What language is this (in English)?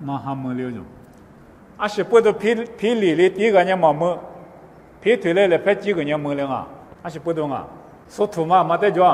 Lisu